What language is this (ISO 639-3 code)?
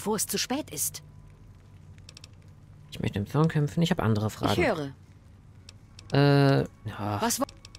deu